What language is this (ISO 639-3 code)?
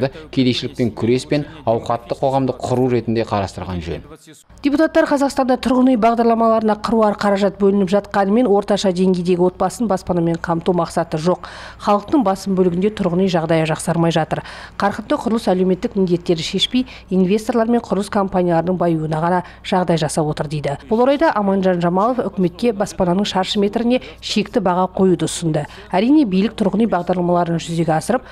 kaz